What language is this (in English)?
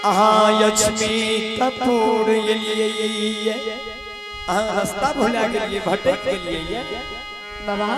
Maithili